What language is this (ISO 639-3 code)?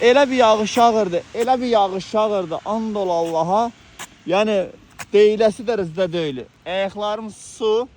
aze